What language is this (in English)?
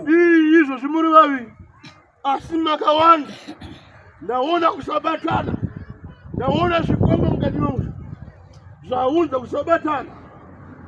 Shona